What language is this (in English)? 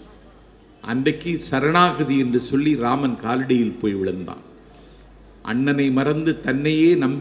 Tamil